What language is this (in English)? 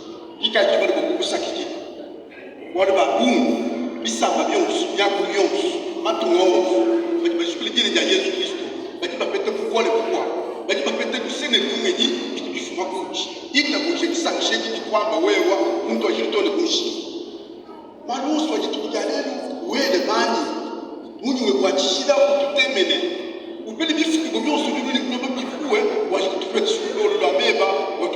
Luba-Lulua